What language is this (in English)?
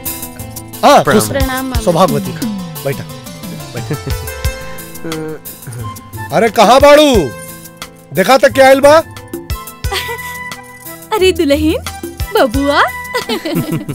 Bhojpuri